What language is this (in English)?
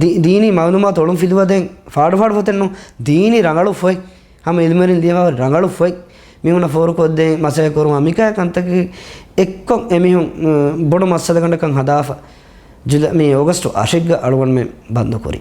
Divehi